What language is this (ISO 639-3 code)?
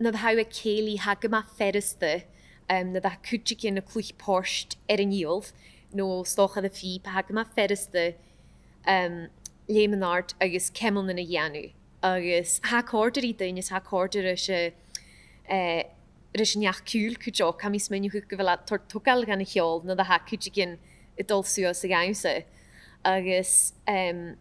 gla